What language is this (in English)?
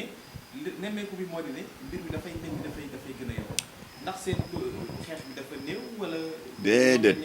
Wolof